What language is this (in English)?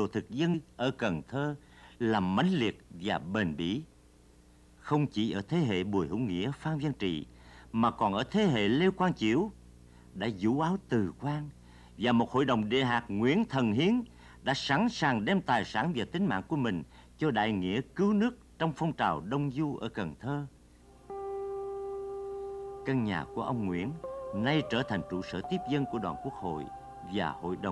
Vietnamese